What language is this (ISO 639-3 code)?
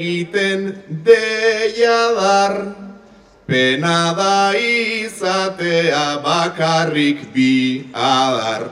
eus